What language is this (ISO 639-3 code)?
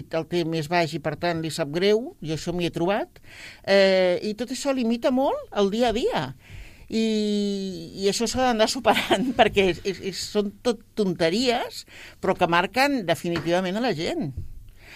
cat